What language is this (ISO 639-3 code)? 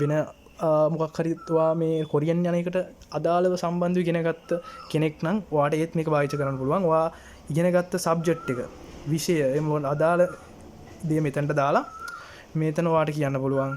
sin